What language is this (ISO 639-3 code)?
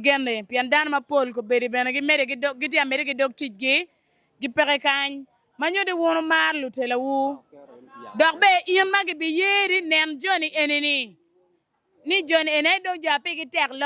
ach